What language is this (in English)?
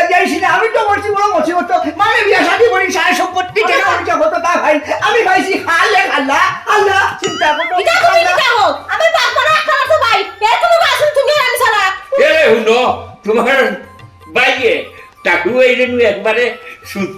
Sylheti